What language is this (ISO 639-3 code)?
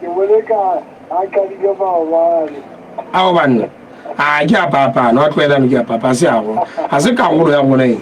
sot